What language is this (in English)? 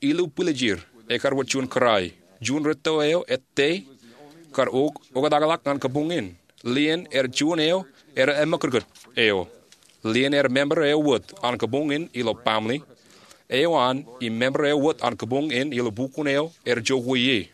Marshallese